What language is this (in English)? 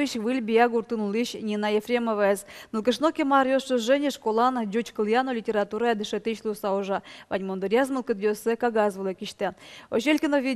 Udmurt